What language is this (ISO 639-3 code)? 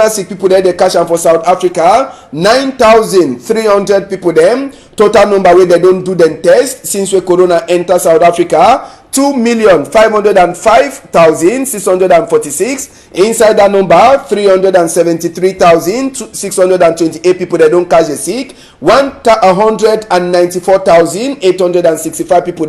wes